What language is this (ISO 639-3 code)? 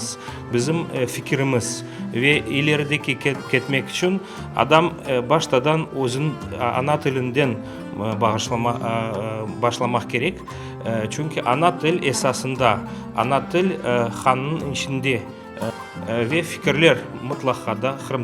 crh